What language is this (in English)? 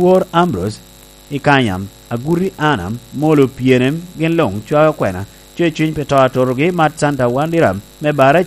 Lango (Uganda)